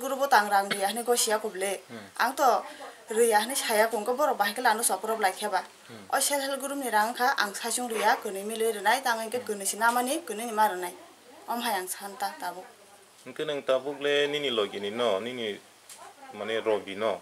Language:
Kok Borok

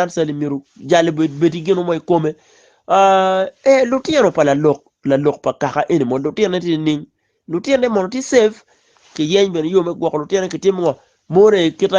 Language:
Acoli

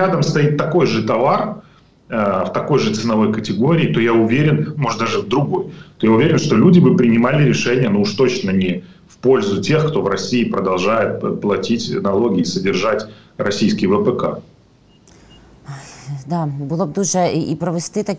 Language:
Russian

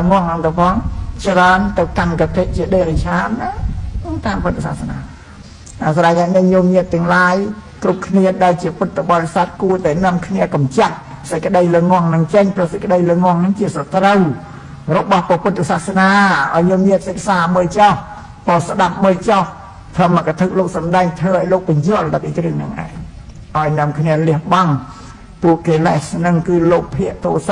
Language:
Khmer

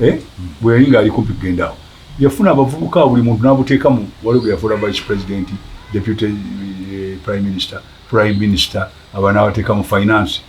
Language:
Ganda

